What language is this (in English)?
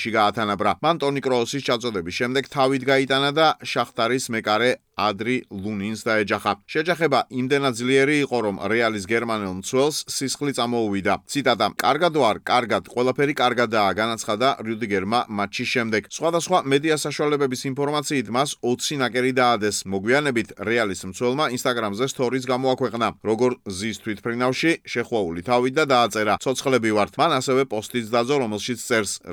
Georgian